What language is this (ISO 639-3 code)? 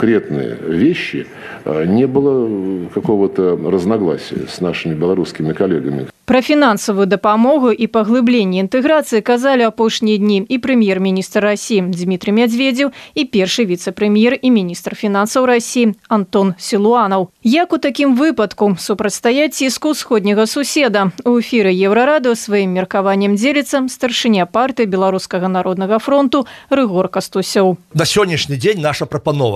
bel